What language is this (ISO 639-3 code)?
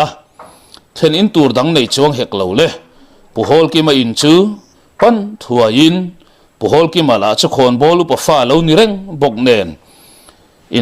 lus